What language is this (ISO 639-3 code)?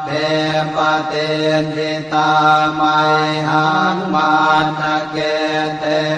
pli